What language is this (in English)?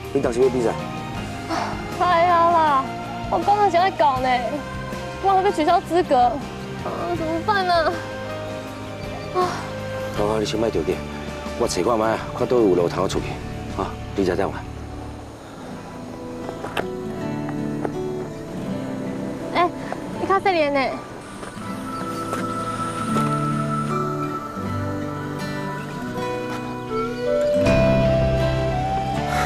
Min Nan Chinese